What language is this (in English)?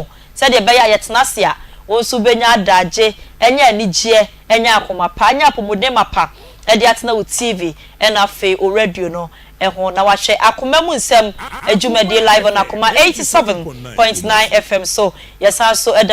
Akan